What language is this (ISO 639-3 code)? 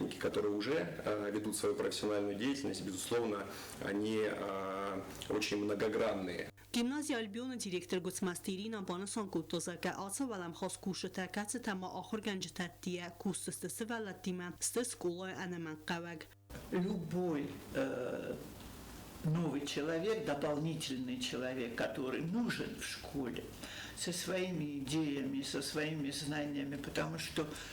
oss